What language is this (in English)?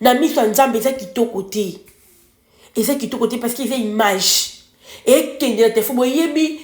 Lingala